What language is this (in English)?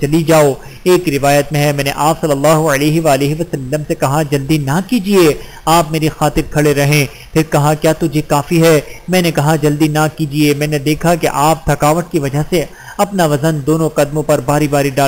Urdu